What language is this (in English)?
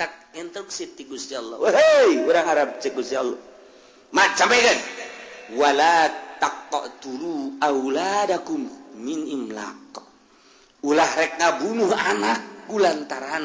Sundanese